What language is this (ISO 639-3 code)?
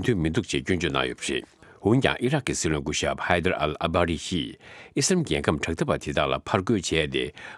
bod